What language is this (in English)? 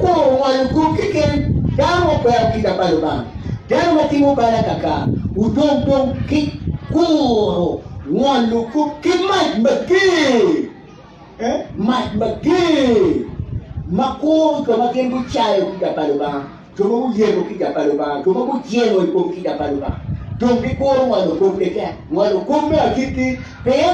Acoli